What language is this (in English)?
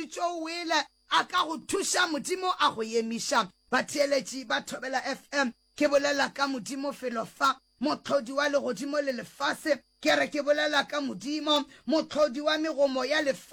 Northern Sotho